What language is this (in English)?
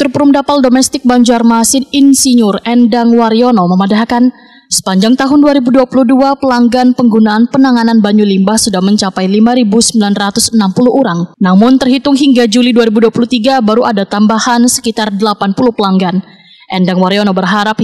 Banjar